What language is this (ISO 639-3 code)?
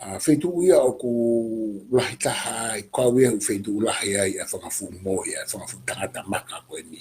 ton